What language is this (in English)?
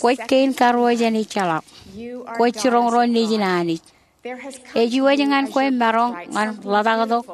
Marshallese